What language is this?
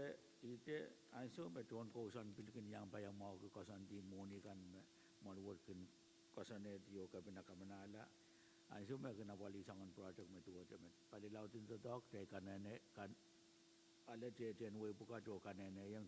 Pohnpeian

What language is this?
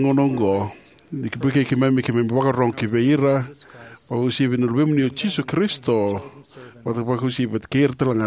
Fijian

